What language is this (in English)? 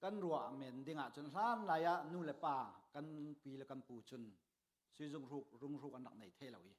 Falam Chin